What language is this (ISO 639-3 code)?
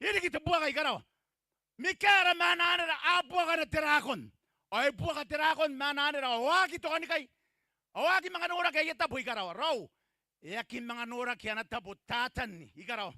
gil